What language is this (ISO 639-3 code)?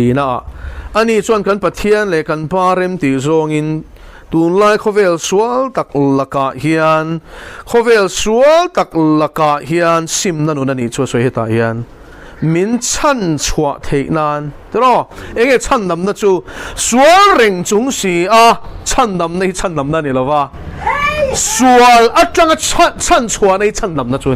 lus